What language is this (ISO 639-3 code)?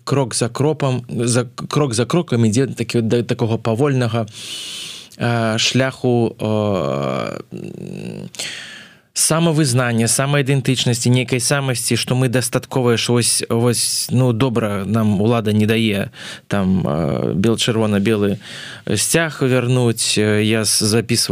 bel